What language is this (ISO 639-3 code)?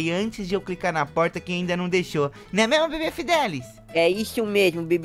por